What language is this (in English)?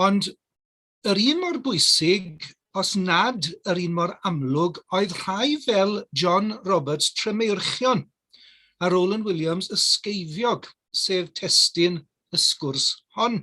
Welsh